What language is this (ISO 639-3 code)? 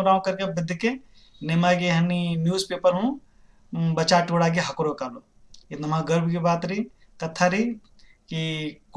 kru